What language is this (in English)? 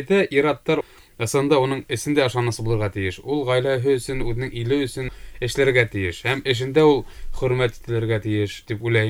Bashkir